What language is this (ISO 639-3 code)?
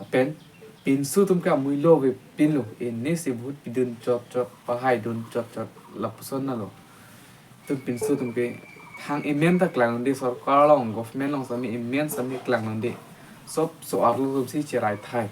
mjw